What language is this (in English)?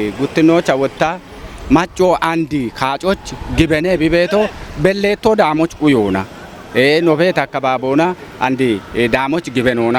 Kafa